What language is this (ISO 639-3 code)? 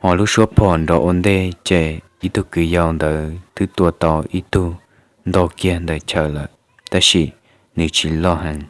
hmn